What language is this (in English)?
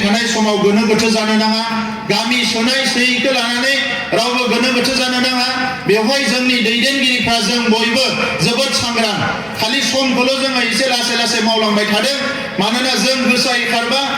Bodo